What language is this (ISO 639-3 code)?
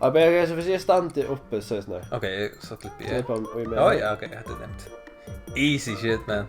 fao